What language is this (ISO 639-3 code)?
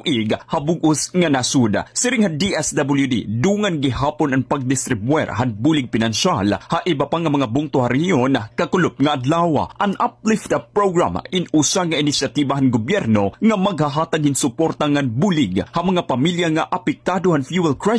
war